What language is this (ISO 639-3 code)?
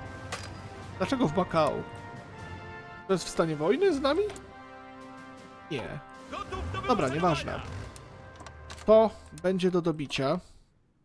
pol